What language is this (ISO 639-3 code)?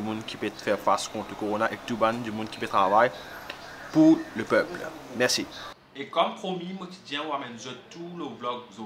mfe